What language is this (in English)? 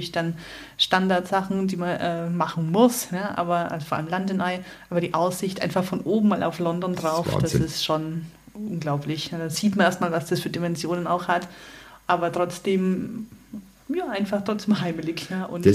German